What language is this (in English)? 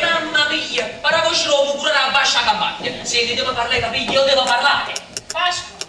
Neapolitan